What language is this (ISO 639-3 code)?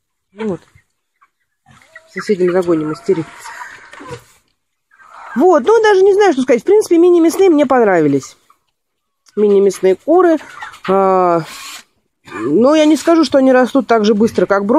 rus